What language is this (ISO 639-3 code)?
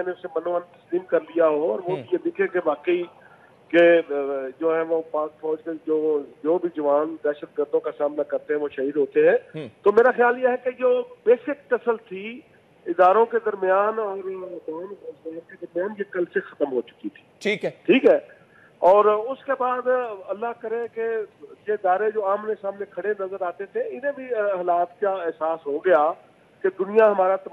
urd